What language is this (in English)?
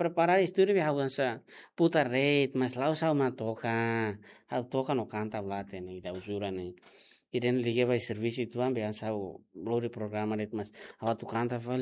Tetum